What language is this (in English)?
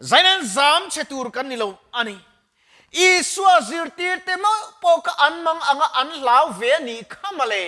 Mizo